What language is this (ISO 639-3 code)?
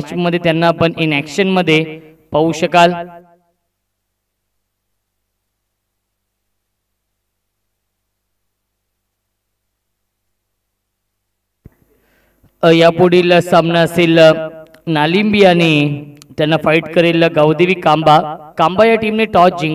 mar